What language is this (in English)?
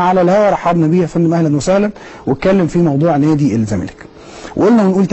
Egyptian Arabic